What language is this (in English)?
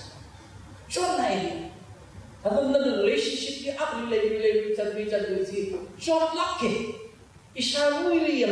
Tangkhul Naga (India)